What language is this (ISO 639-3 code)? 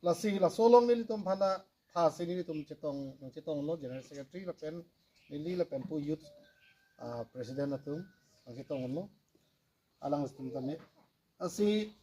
mjw